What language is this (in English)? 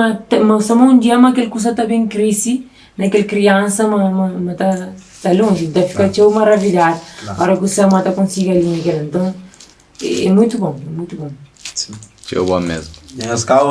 Kabuverdianu